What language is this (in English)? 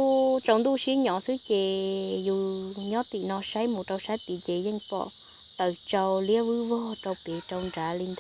Hmong